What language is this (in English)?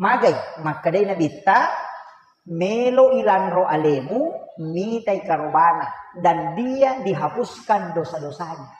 Buginese